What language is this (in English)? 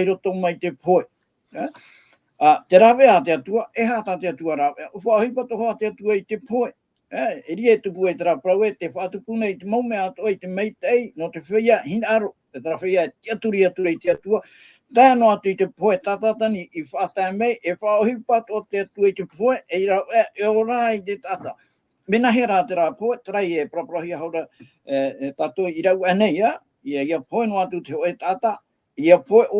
Tahitian